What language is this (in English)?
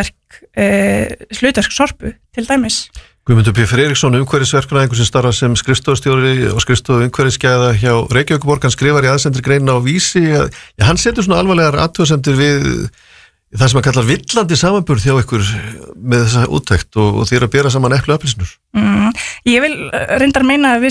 Icelandic